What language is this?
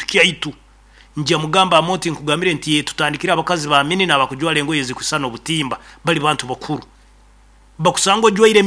Nyoro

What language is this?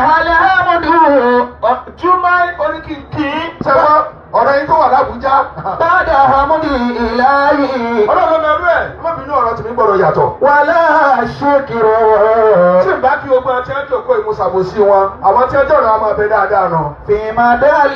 Yoruba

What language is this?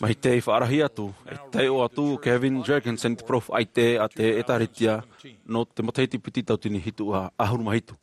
Tahitian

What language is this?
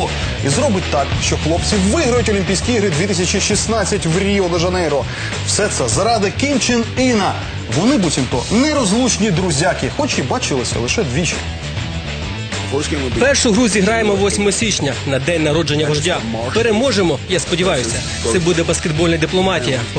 Ukrainian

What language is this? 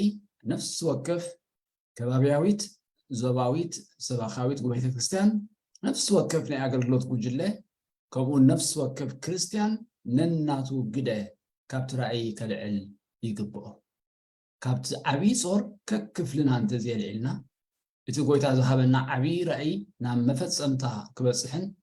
Tigrinya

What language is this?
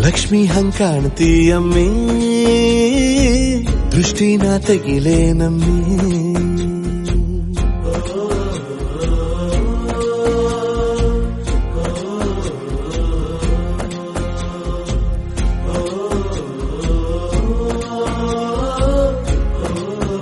Kannada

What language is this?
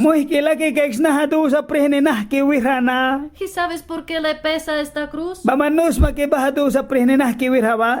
Mískito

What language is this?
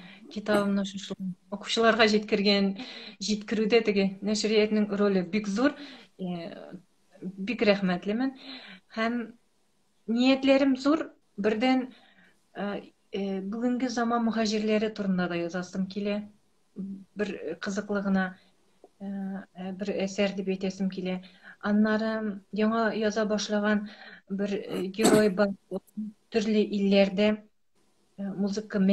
Tatar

